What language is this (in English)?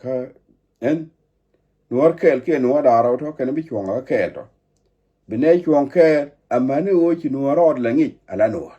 Nuer